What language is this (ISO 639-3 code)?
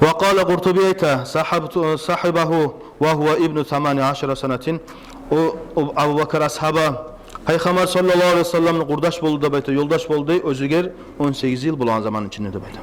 kum